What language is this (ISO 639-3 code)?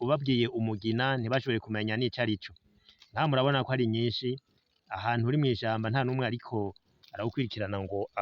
run